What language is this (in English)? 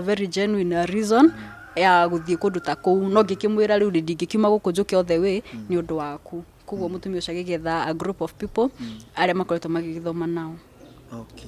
Kikuyu